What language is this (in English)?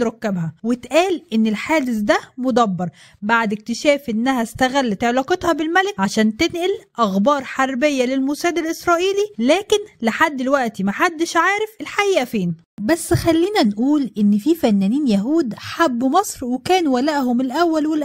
Egyptian Arabic